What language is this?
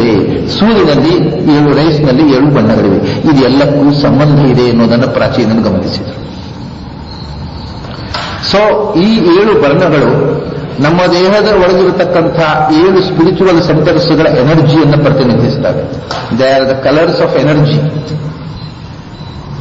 Kannada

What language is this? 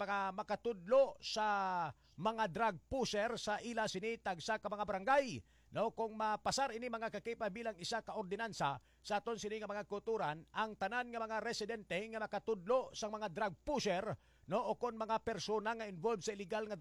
Hiligaynon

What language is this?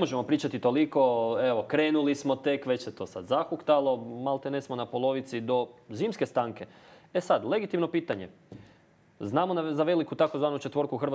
Croatian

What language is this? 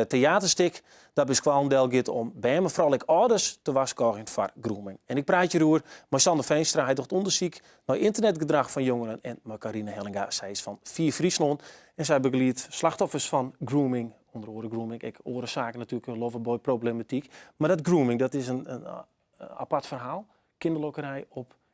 Western Frisian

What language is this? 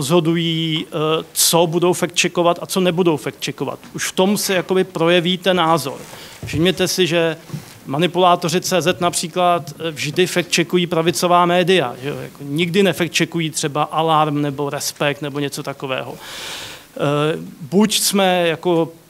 Czech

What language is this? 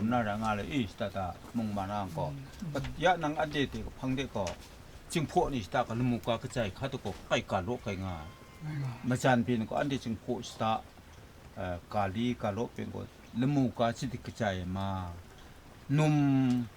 Kachin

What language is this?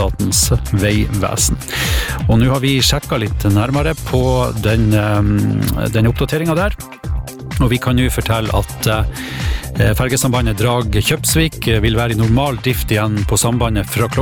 Norwegian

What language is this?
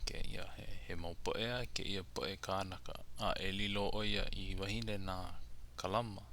Hawaiian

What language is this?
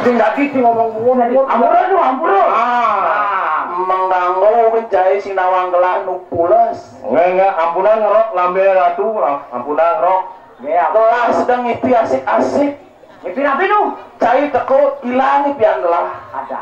Balinese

